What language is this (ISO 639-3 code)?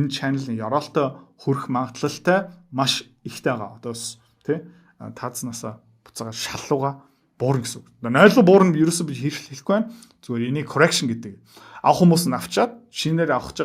mon